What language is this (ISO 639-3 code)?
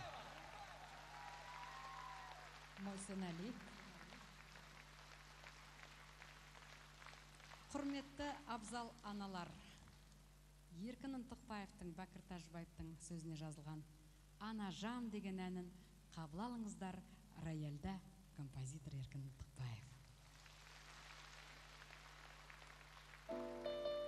kaz